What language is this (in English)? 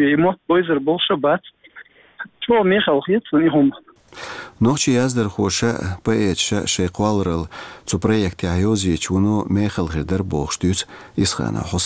Chechen